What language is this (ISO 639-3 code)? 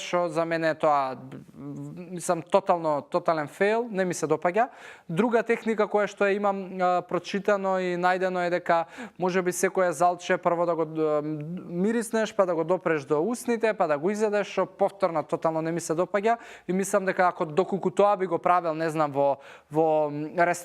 mkd